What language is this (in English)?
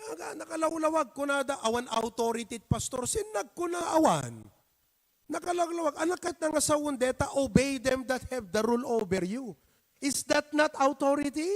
Iloko